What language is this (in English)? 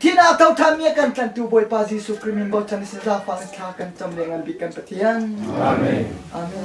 Hakha Chin